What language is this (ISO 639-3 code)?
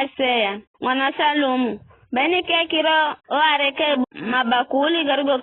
nyf